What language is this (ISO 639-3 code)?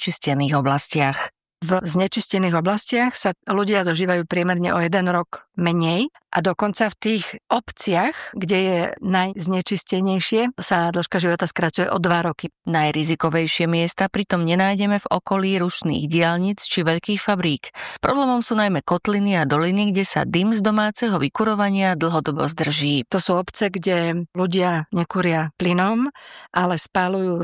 slk